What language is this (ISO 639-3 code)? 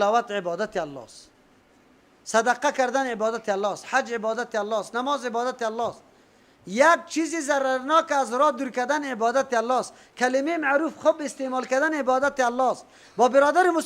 fas